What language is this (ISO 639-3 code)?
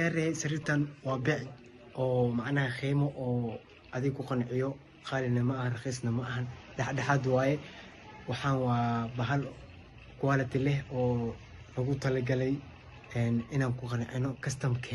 som